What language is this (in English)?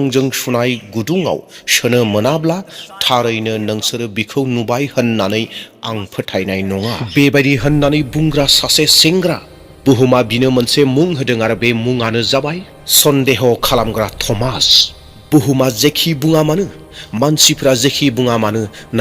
Bodo